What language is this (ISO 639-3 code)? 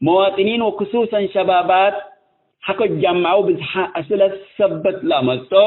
tig